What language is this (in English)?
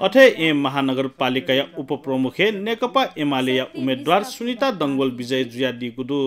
Newari